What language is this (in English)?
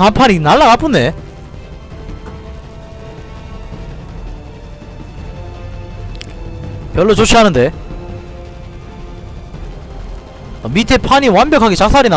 Korean